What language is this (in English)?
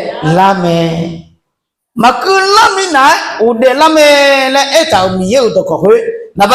Akha